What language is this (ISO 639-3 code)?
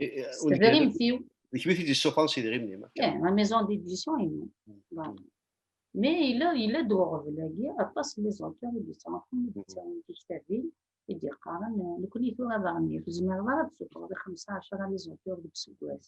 kab